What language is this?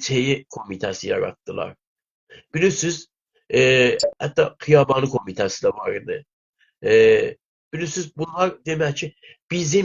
South Azerbaijani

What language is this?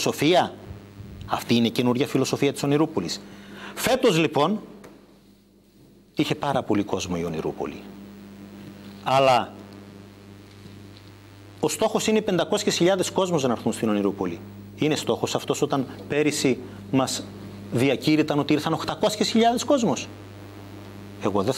Greek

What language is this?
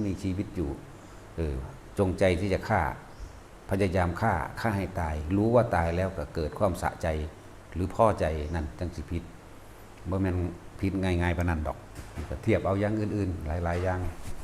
Lao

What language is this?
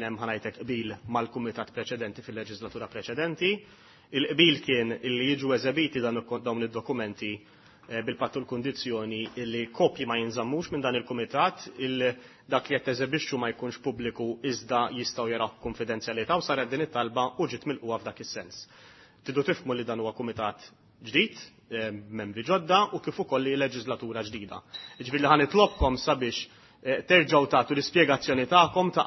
Maltese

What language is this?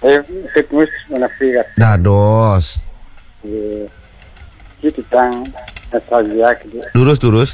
Balinese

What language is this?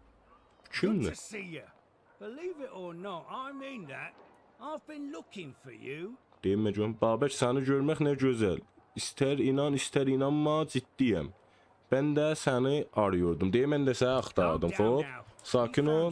South Azerbaijani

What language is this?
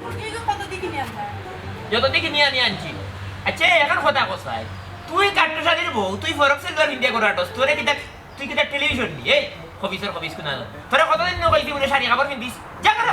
Sylheti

